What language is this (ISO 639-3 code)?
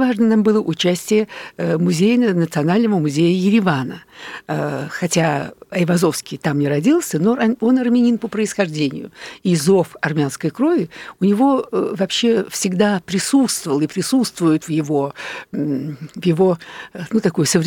rus